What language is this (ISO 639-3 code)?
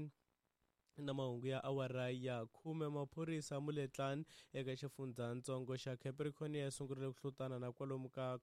tso